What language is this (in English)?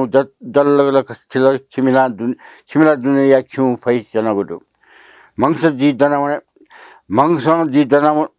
Newari